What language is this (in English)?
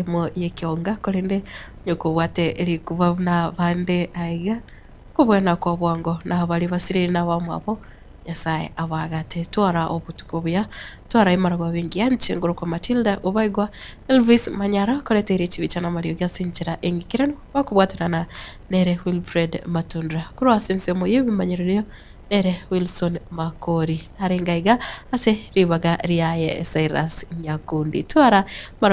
Gusii